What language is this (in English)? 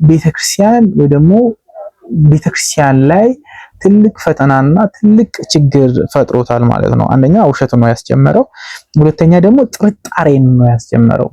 Amharic